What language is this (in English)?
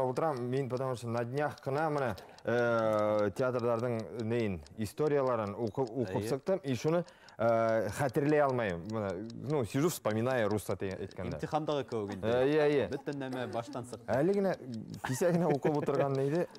Bashkir